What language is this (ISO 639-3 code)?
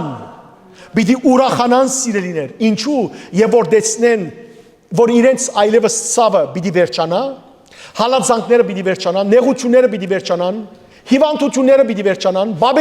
hyw